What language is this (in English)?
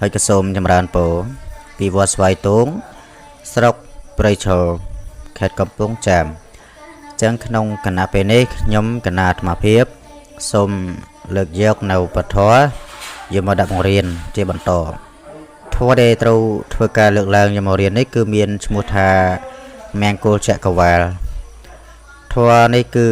Khmer